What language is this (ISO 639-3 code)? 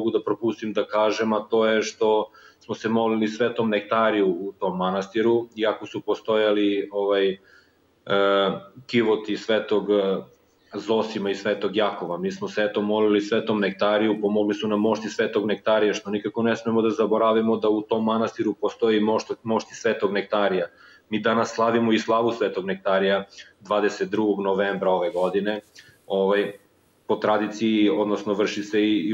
srp